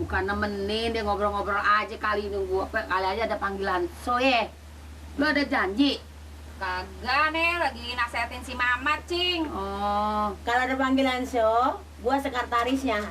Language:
Betawi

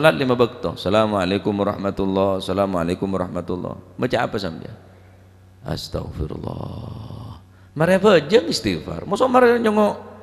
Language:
Madurese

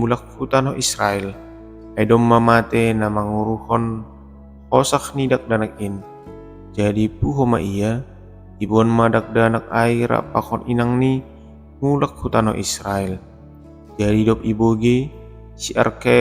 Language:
Batak Simalungun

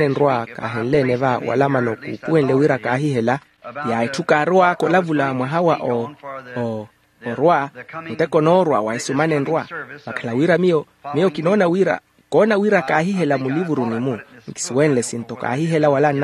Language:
Makhuwa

